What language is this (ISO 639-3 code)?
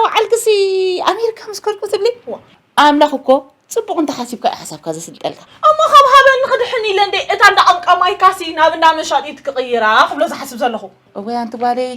tir